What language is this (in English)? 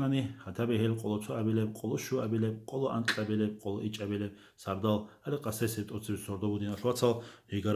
Avaric